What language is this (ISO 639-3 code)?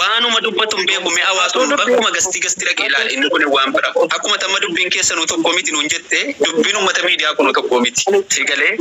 orm